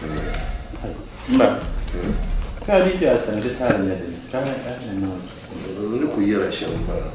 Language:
Dagbani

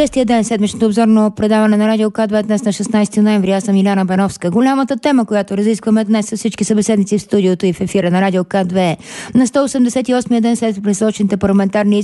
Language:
Bulgarian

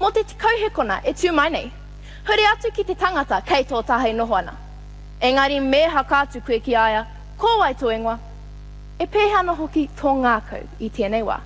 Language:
Māori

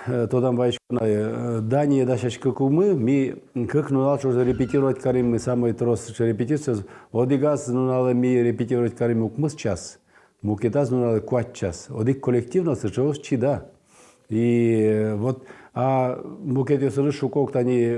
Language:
Udmurt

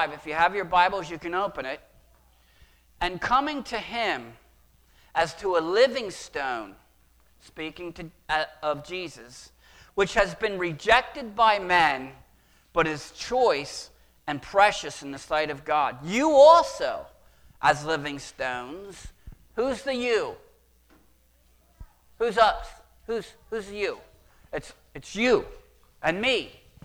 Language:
English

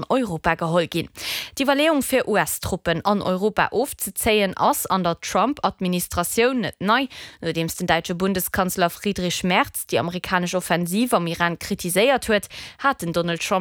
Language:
Luxembourgish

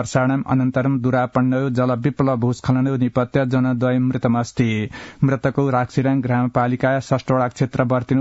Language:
Sanskrit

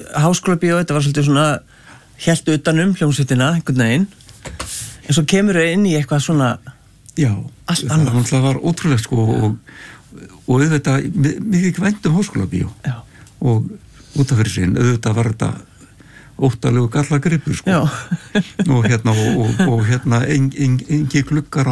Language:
Icelandic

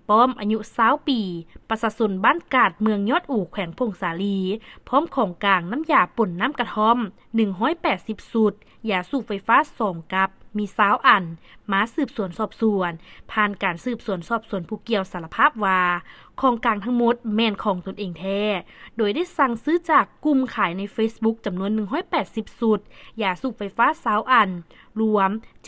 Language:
Lao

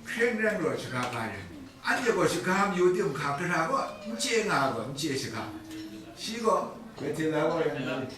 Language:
Kachin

